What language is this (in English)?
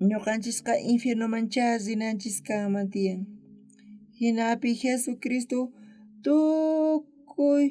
South Bolivian Quechua